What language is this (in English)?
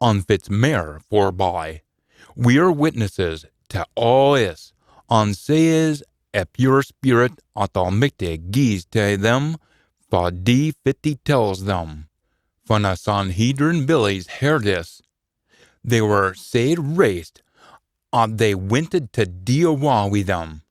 Scots